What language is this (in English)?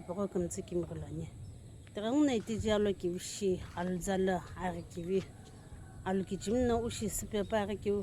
Sumi Naga